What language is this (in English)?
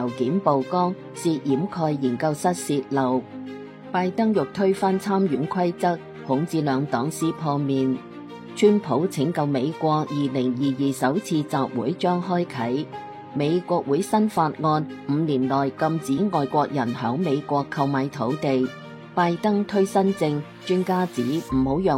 Cantonese